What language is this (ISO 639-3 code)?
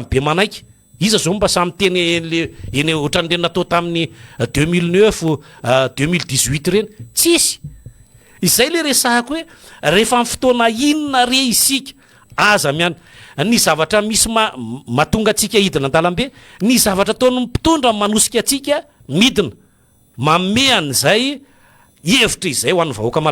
mlg